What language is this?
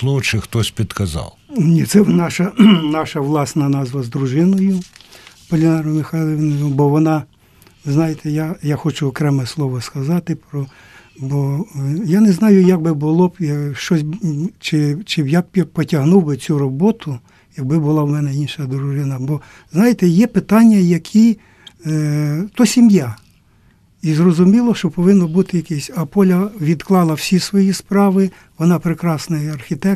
Ukrainian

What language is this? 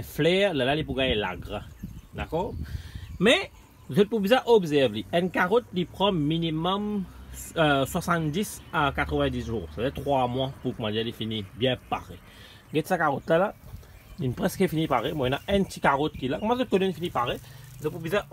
Morisyen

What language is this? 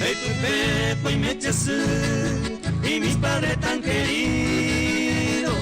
Guarani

